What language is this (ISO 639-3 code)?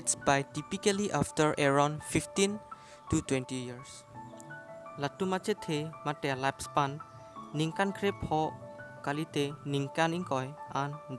mjw